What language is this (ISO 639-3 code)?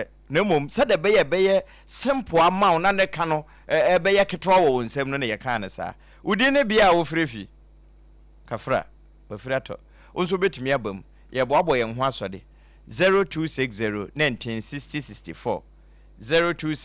aka